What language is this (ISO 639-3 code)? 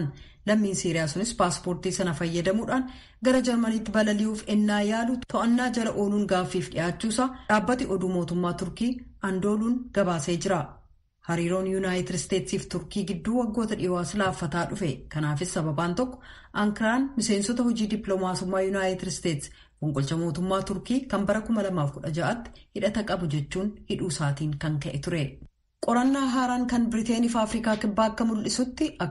orm